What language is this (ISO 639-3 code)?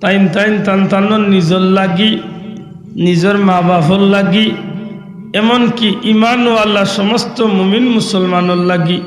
syl